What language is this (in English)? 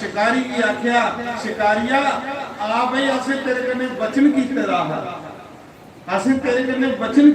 Dogri